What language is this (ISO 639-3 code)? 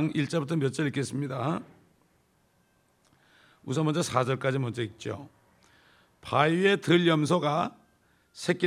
kor